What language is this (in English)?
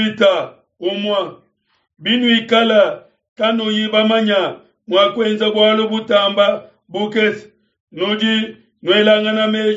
Luba-Lulua